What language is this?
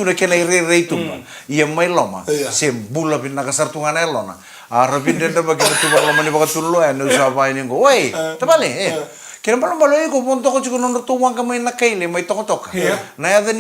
Fijian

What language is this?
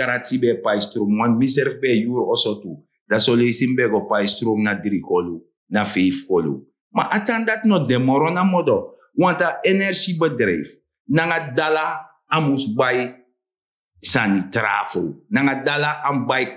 Sranan Tongo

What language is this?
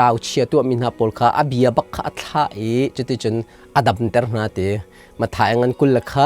Hakha Chin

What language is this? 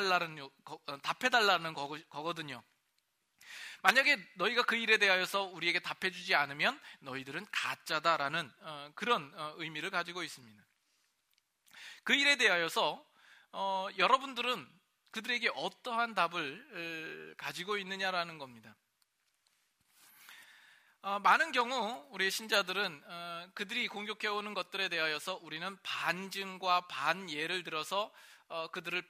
Korean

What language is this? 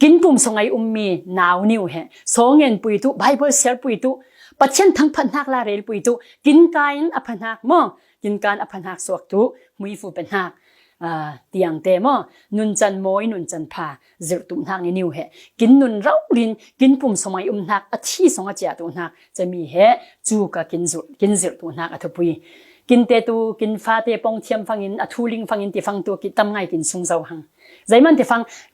Falam Chin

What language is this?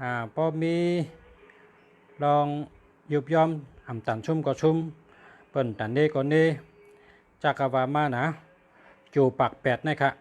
Shan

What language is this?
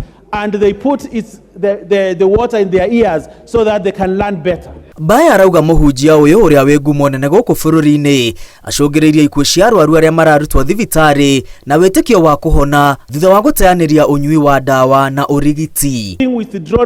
Kikuyu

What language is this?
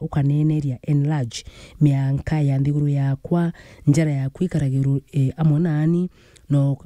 Meru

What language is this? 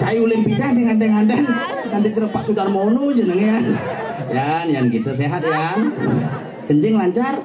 Balinese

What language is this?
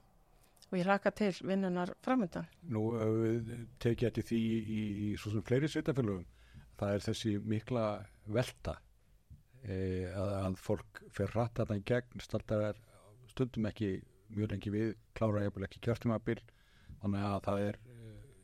Icelandic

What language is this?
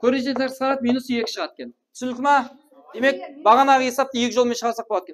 Kara-Kalpak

